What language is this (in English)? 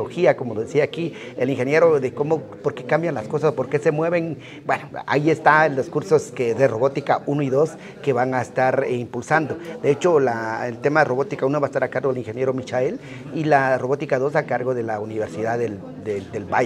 Spanish